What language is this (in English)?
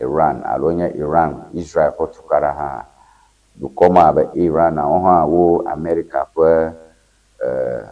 Ewe